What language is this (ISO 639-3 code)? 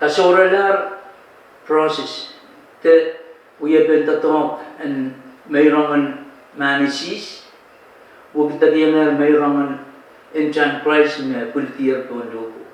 pon